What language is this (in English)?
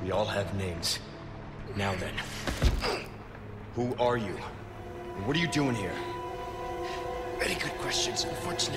English